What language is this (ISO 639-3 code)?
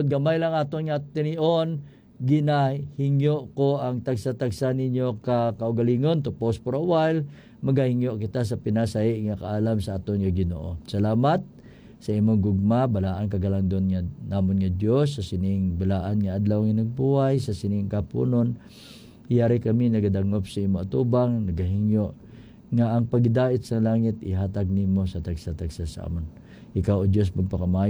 hil